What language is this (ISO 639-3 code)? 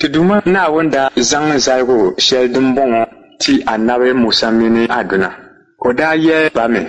dag